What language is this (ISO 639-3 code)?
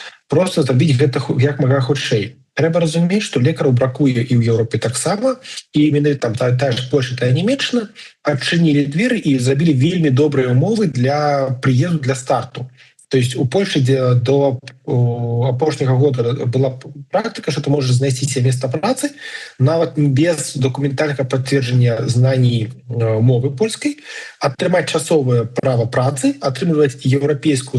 bel